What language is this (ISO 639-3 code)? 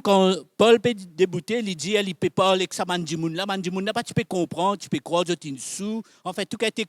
mfe